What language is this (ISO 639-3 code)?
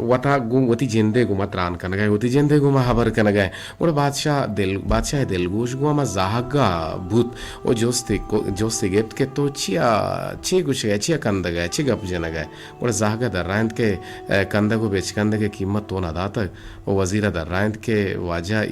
bgp